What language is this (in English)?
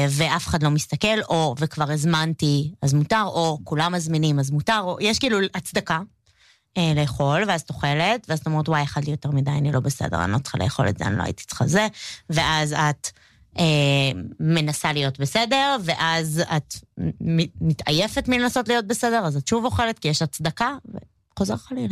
Hebrew